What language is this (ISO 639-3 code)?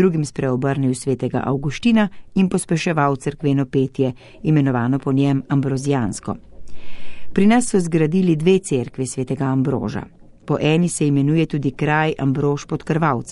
slv